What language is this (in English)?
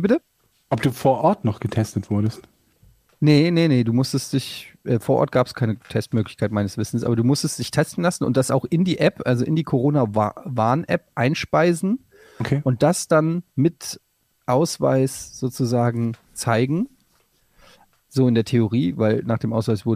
German